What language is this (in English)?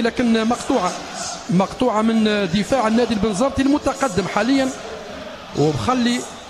Tunisian Arabic